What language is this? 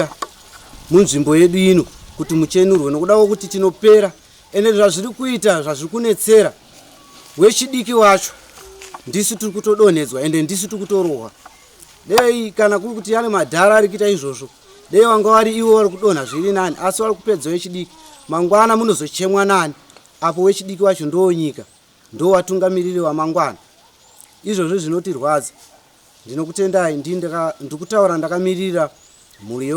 Shona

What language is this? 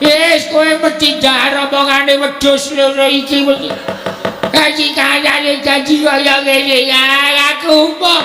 Javanese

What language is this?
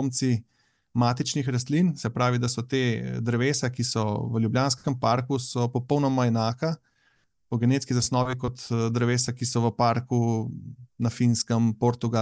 Slovenian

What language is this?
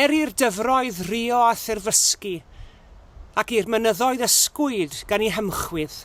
Welsh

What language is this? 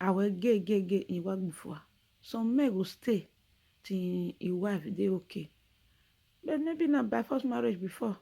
Nigerian Pidgin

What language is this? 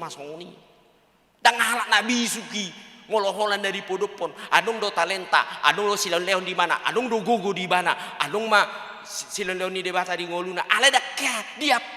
Batak Toba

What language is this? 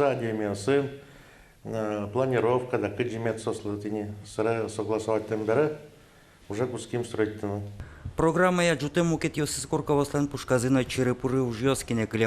Udmurt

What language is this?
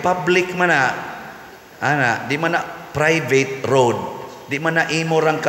Cebuano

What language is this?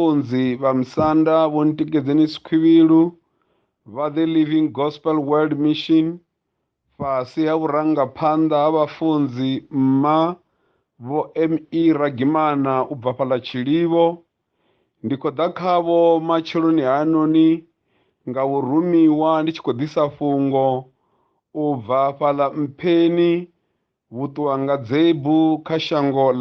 Venda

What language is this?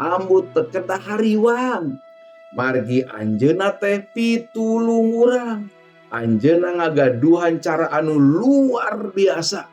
Sundanese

